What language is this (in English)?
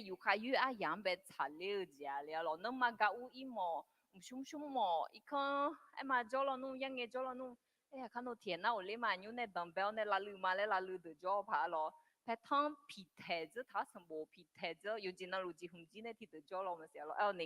Akha